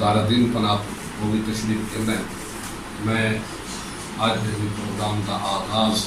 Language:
Saraiki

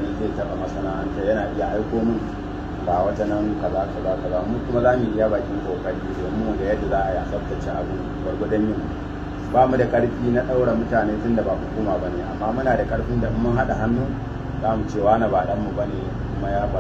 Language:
Hausa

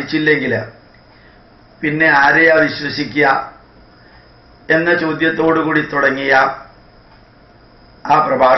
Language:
Malayalam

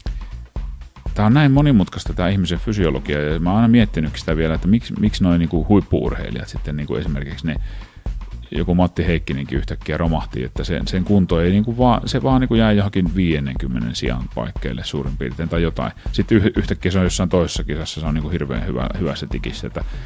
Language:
Finnish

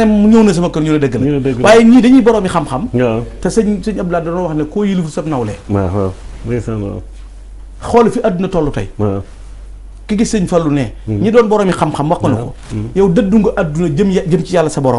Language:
Wolof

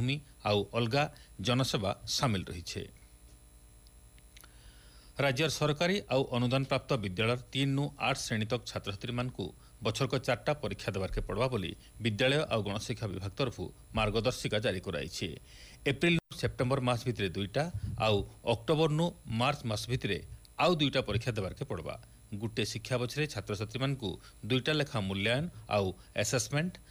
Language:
Odia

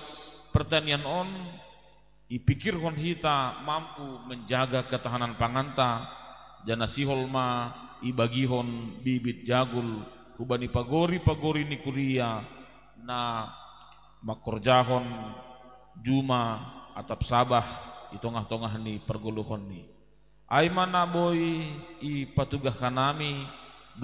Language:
Batak Simalungun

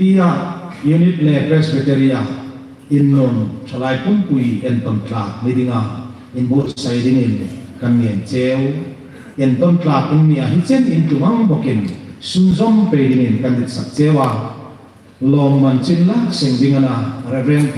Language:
Hmar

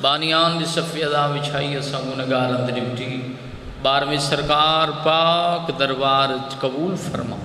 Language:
Saraiki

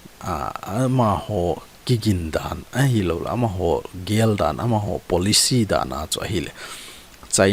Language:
Thado Chin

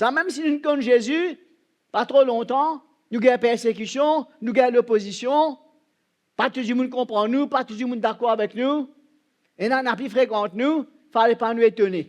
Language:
Morisyen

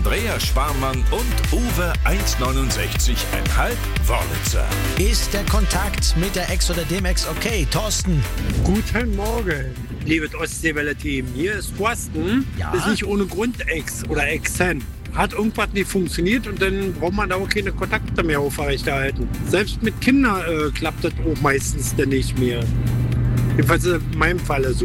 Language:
German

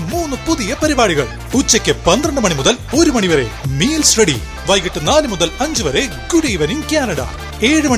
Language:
Malayalam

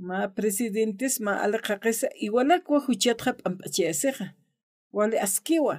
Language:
Aymara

